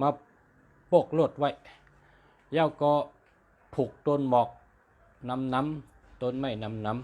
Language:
Shan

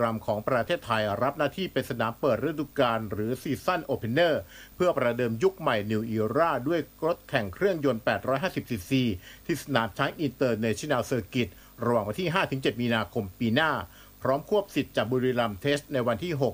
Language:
Thai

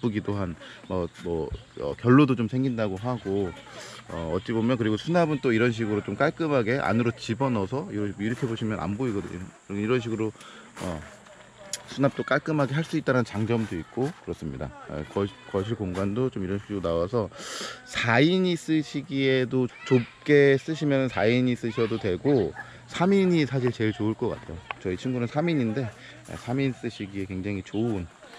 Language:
Korean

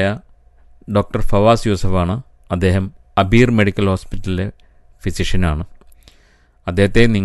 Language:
Malayalam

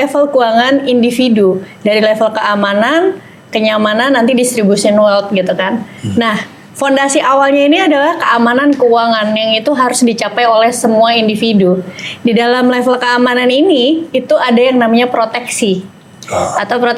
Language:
Indonesian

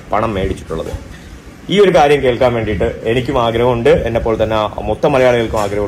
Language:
Malayalam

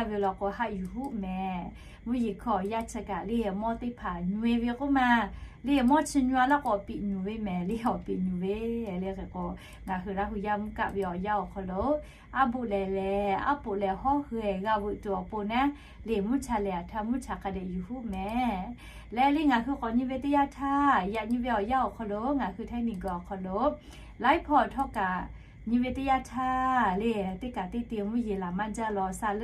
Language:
Lahu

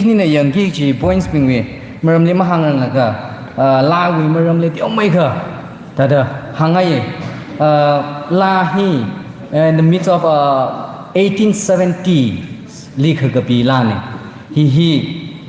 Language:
Tangkhul Naga (India)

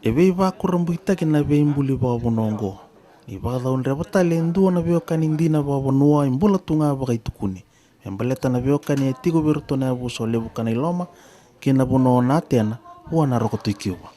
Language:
Fijian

